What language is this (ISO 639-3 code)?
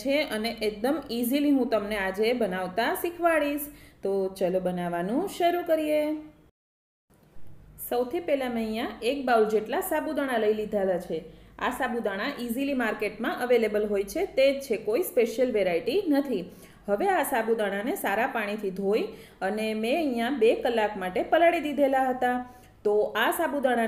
guj